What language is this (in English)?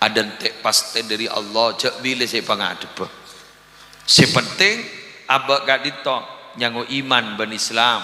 Madurese